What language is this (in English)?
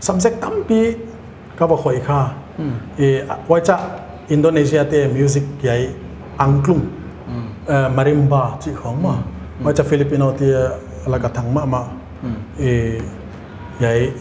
Paite Chin